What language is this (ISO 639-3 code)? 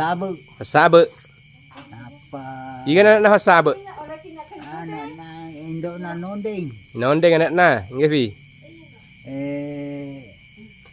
bug